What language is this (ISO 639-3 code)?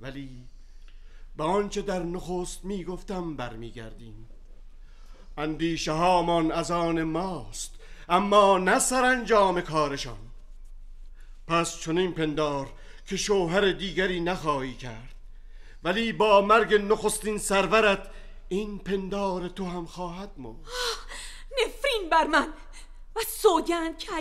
fas